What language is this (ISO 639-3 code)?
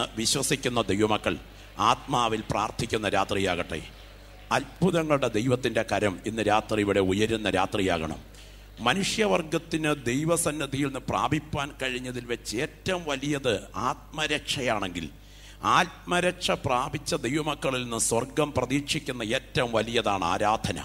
mal